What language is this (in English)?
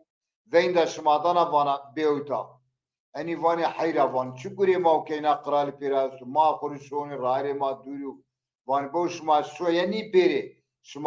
Zaza